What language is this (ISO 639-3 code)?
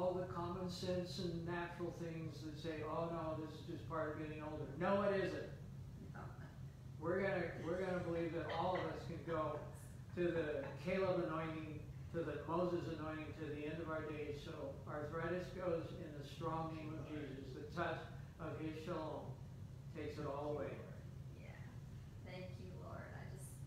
eng